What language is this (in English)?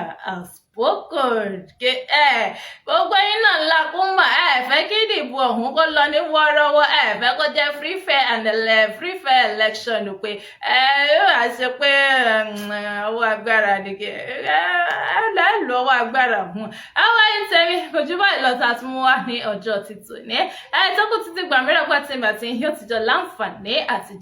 Yoruba